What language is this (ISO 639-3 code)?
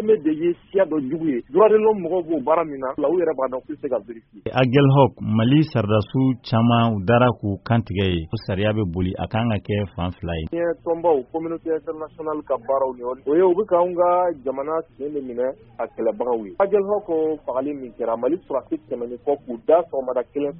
bam